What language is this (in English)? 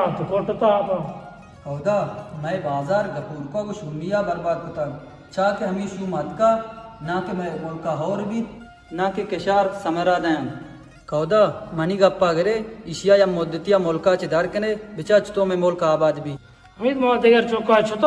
Baluchi